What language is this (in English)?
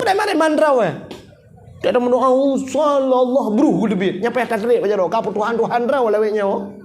Achinese